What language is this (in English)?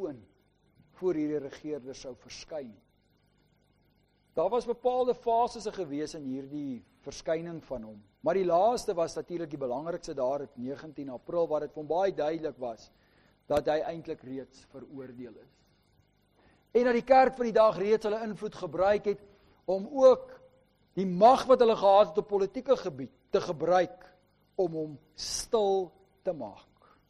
Afrikaans